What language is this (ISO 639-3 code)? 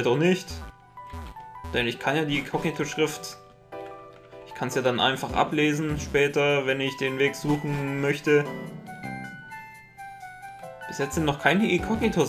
deu